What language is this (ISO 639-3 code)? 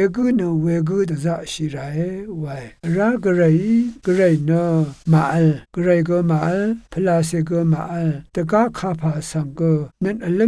raw